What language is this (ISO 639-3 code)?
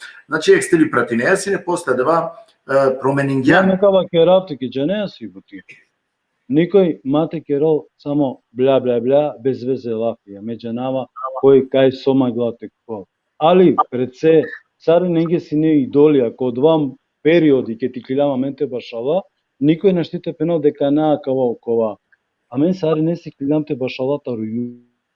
rmn